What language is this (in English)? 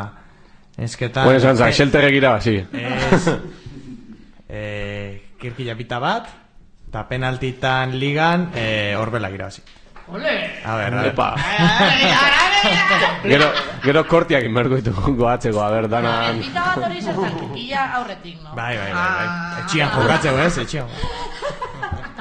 Basque